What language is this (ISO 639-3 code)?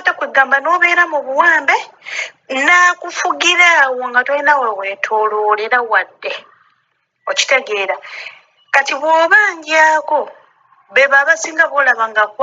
lug